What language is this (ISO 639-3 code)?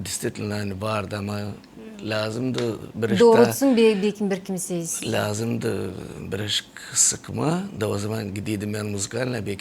gag